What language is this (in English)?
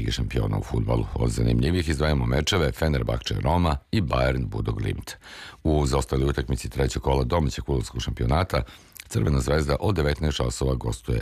Serbian